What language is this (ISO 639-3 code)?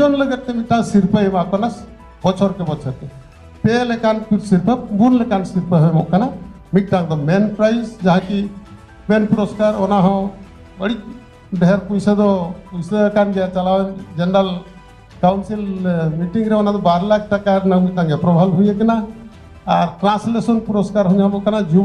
sat